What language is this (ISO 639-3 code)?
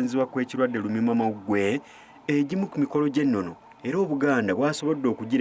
lug